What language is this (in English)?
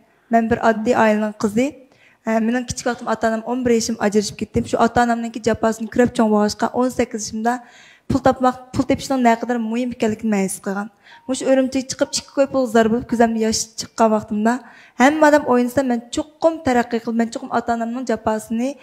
Uyghur